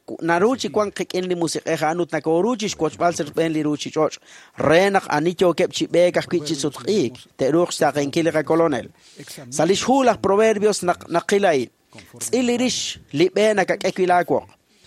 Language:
Kekchí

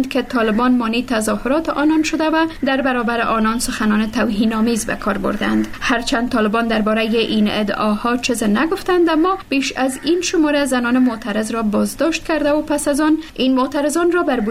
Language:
Persian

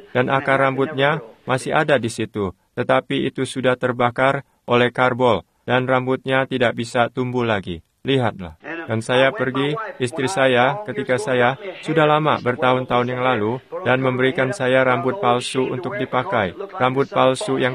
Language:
Indonesian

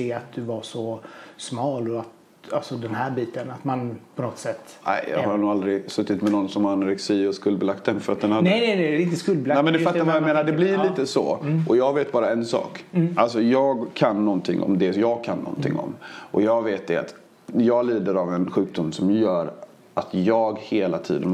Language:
Swedish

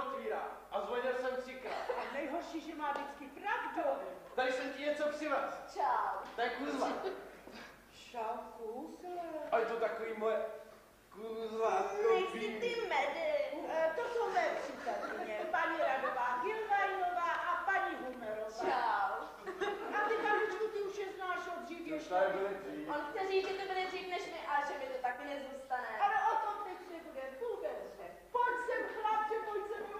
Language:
Czech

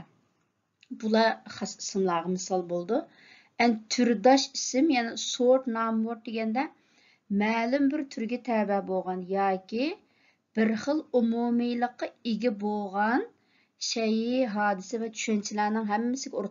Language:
Uyghur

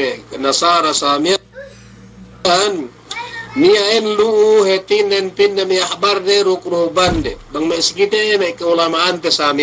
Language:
Yakan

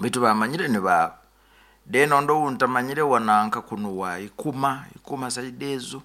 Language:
Nyoro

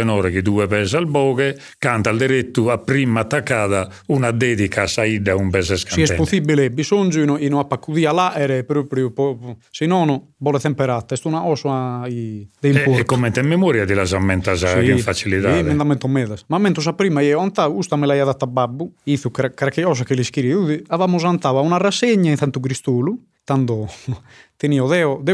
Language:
Sardinian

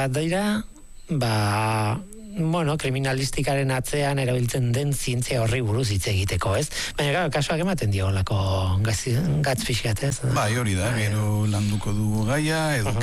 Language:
Basque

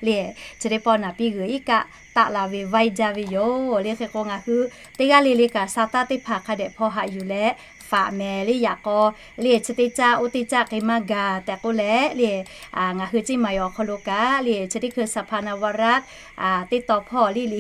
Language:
Lahu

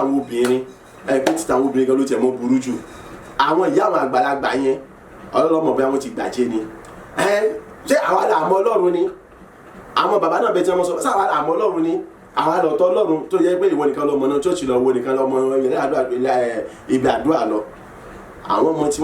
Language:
Yoruba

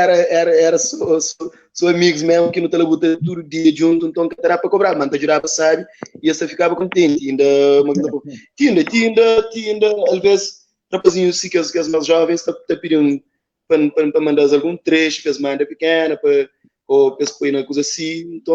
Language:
Kabuverdianu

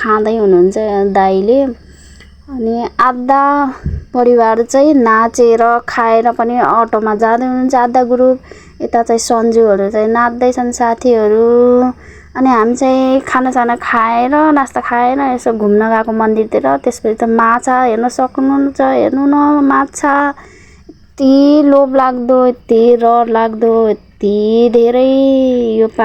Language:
Nepali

